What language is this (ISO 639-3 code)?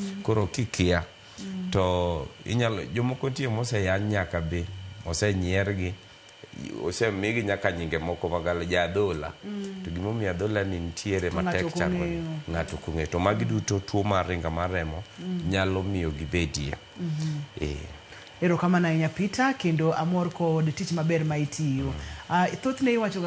luo